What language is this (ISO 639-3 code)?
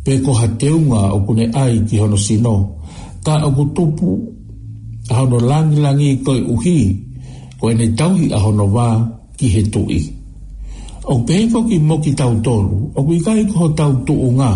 ton